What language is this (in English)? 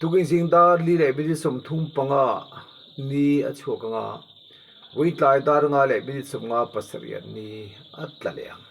Mizo